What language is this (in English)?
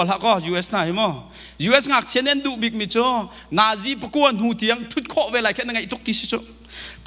Hakha Chin